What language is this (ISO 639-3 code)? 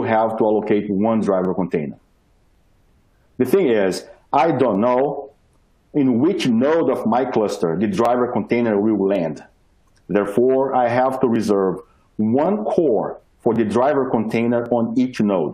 eng